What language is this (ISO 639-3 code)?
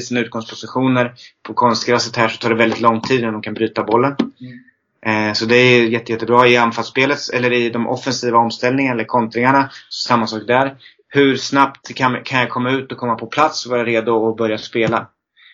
swe